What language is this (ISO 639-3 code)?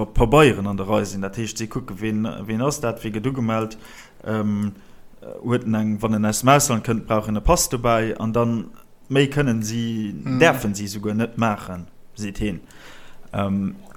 ltz